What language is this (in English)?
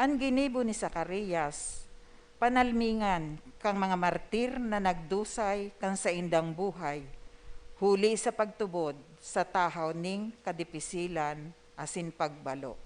Bikol